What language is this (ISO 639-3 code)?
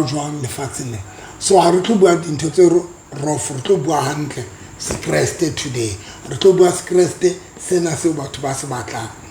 sot